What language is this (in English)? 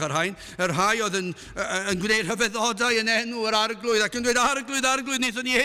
Welsh